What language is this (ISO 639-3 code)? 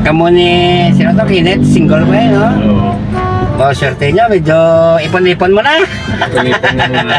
hil